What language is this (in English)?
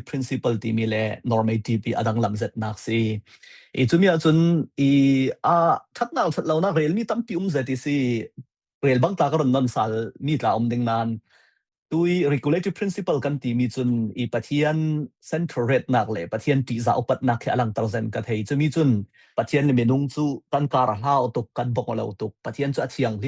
Falam Chin